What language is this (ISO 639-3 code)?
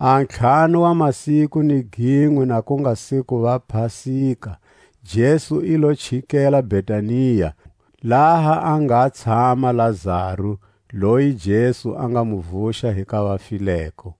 tsc